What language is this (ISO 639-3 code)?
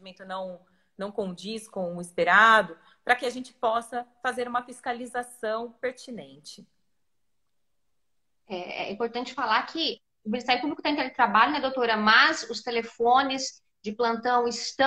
por